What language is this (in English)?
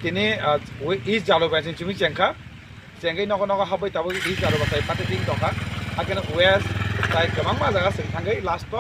Kok Borok